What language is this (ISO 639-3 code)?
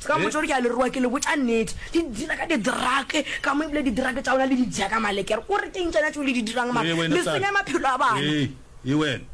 nso